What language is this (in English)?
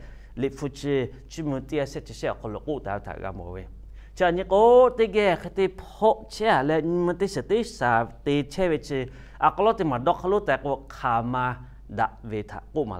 Lahu